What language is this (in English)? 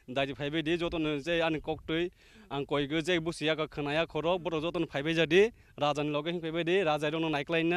Kok Borok